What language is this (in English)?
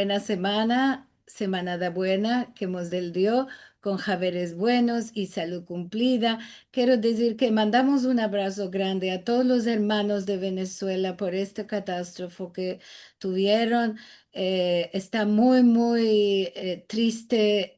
Ladino